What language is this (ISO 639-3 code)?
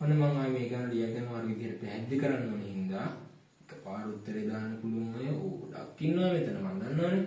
sin